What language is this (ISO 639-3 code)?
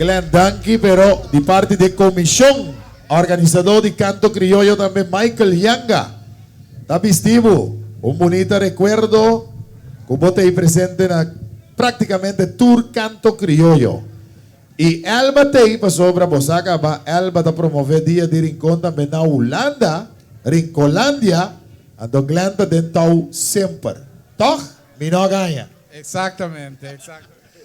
pap